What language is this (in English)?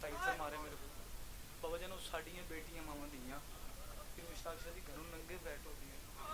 Pahari-Potwari